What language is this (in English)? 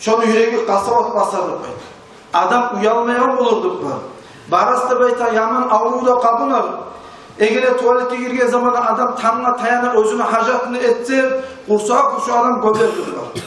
Kumyk